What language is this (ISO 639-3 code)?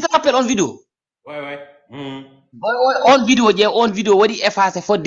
ful